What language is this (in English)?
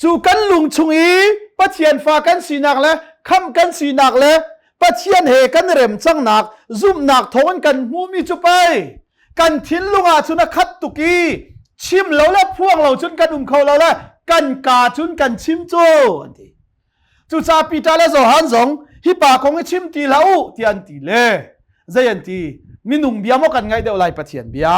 Hakha Chin